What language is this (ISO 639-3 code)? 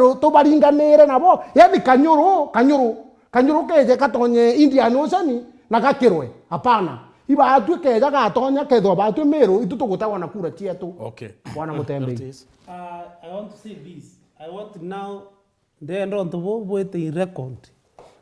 mer